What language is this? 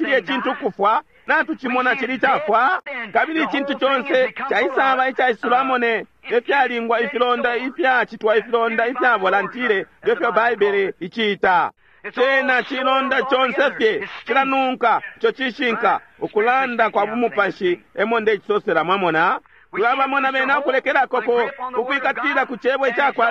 Bemba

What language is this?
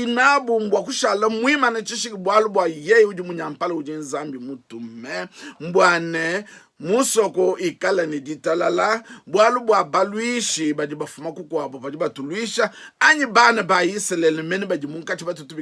Luba-Lulua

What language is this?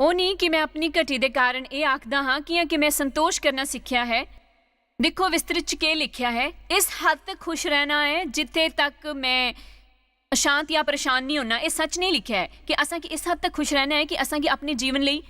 Dogri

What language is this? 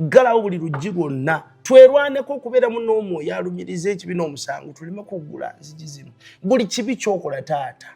Ganda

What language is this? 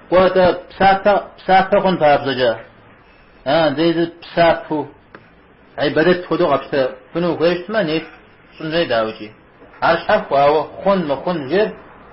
Kabardian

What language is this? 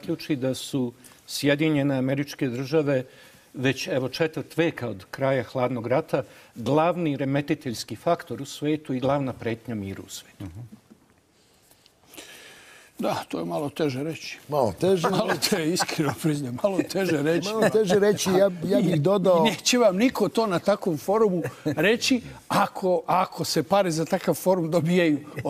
Serbian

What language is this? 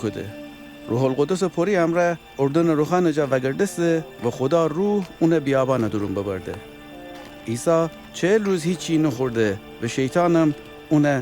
Gilaki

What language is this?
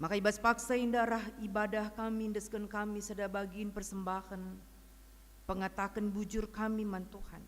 Batak Karo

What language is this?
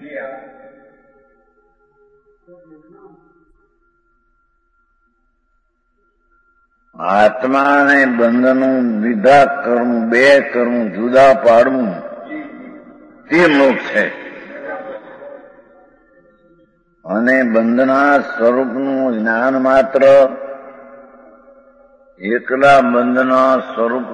Gujarati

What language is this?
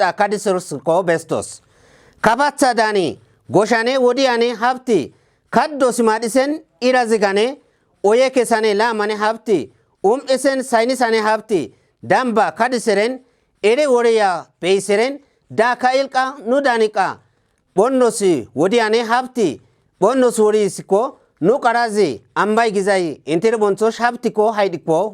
Kafa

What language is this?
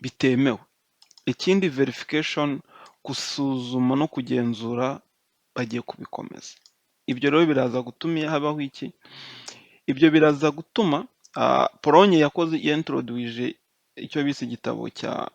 Kinyarwanda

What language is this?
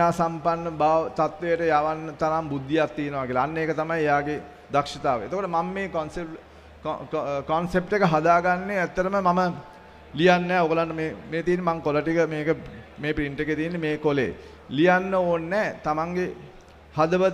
Sinhala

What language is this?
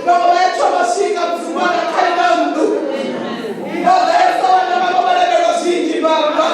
Venda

